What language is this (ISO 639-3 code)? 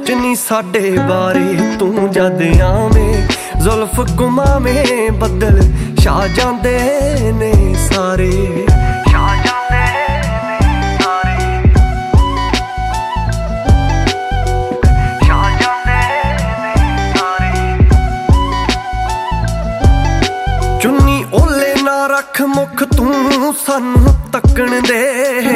pan